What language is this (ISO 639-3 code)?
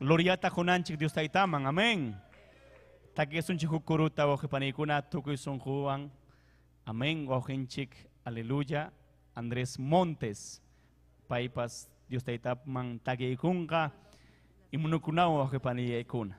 quy